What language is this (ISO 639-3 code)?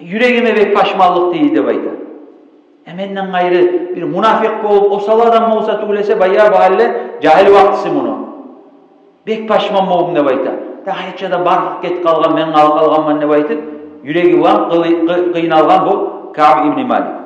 kum